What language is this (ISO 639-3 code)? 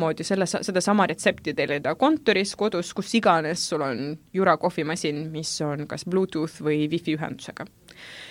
est